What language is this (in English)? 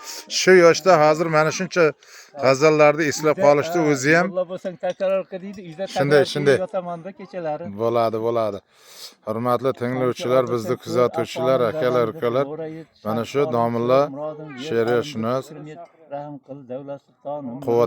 Uzbek